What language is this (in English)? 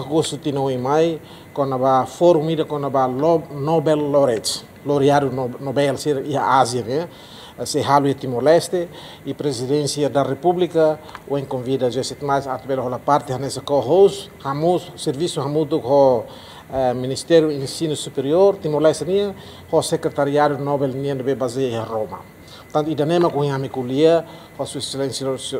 Tetum